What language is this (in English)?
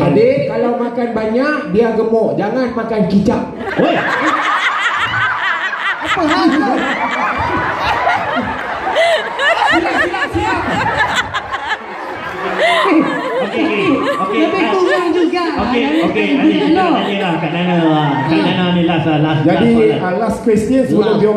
Malay